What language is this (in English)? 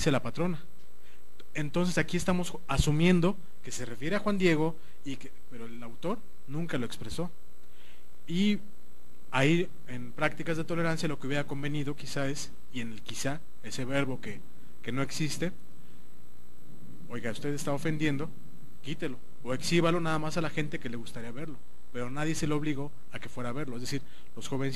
Spanish